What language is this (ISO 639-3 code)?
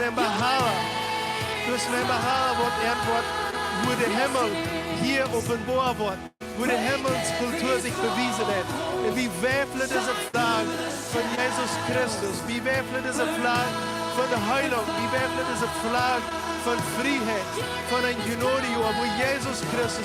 pdt